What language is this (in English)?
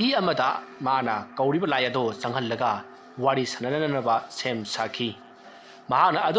Manipuri